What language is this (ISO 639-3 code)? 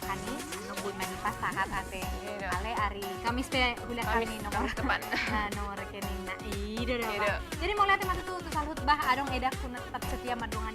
bbc